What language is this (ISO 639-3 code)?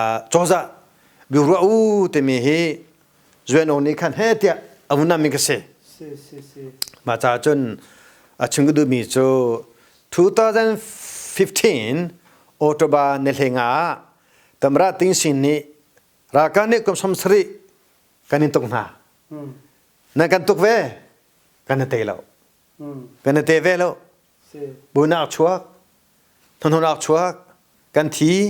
cnh